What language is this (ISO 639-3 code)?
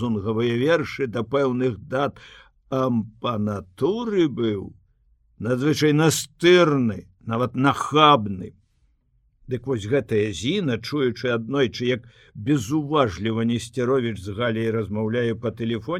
bel